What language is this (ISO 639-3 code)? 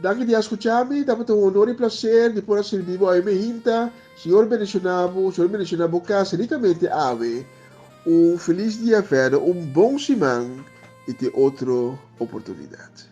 pap